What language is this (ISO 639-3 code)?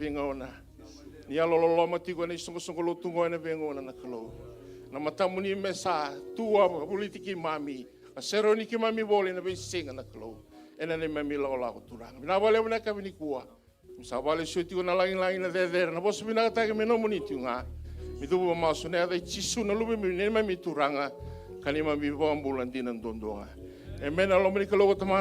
fij